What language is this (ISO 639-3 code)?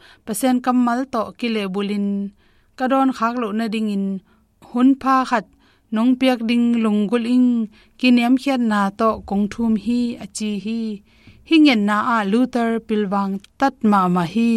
ctd